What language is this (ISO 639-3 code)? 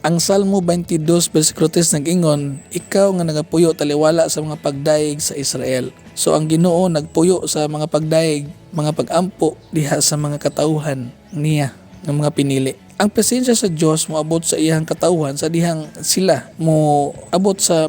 ceb